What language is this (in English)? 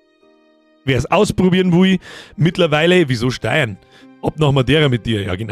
Bavarian